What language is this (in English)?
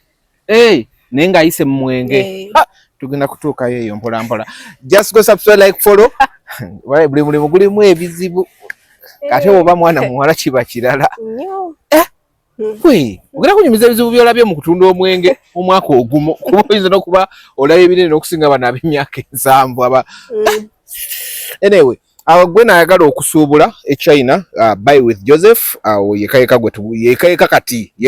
Ganda